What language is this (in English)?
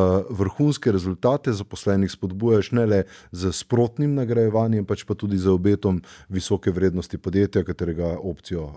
Slovenian